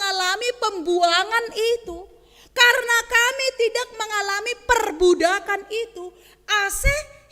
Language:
Batak Simalungun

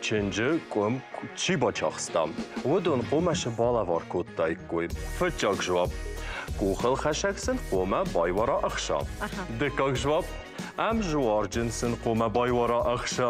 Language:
Ossetic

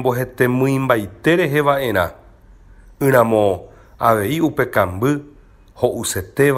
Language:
Guarani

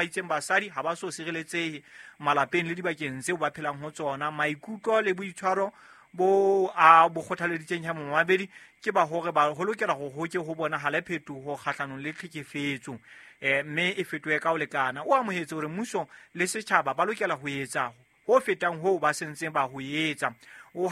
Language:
Southern Sotho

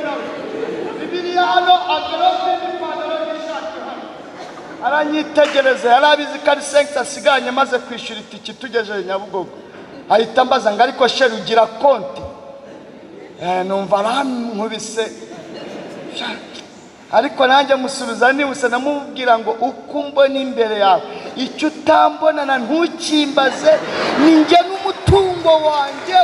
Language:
Kinyarwanda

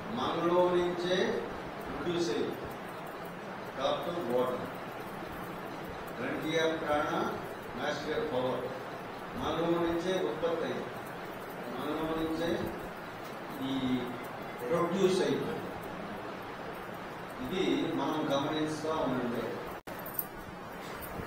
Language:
Telugu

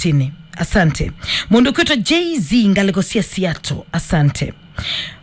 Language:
Kamba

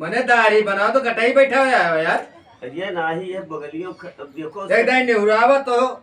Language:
Awadhi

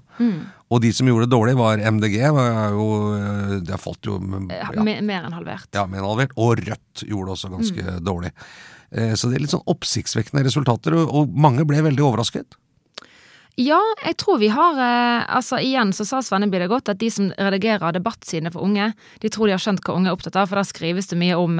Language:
Norwegian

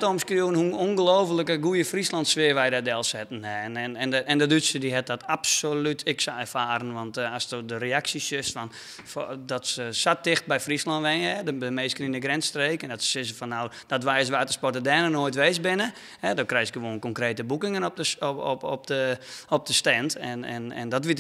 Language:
Western Frisian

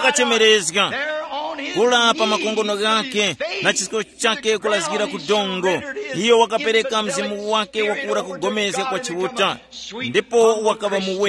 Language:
Tumbuka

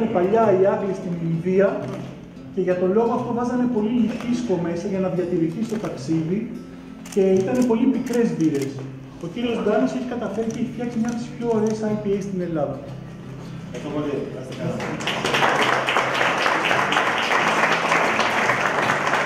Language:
Greek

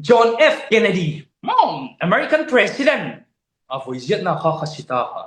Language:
Falam Chin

